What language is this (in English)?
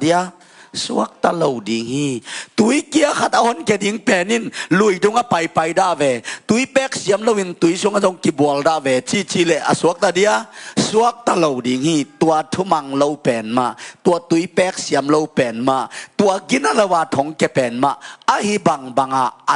Tedim Chin